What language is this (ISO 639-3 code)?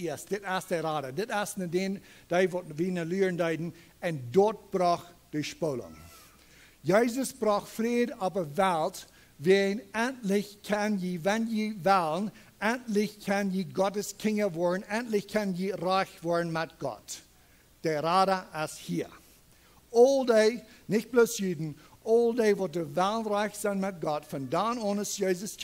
pdt